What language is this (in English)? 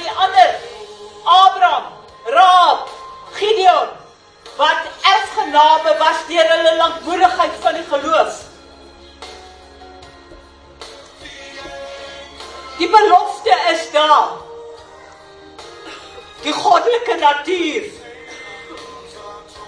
Afrikaans